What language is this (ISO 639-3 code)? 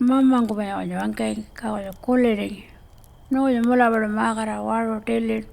pjt